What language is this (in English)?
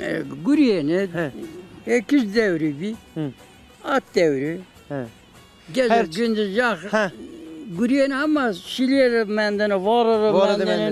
Zaza